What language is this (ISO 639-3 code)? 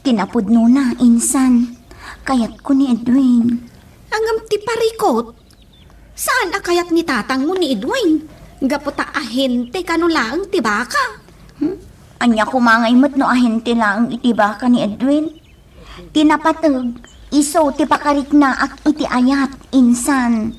ilo